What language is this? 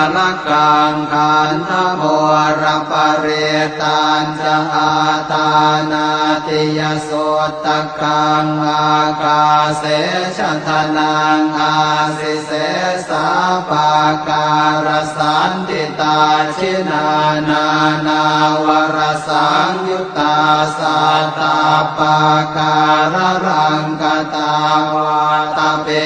Pali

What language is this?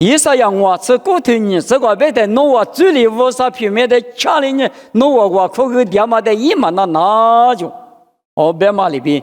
Lisu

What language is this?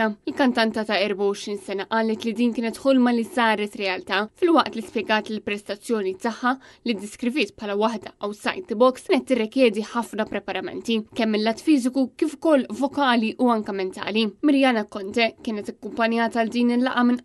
Maltese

